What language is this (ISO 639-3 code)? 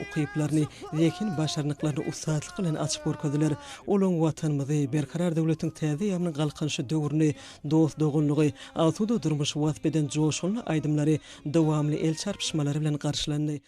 tuk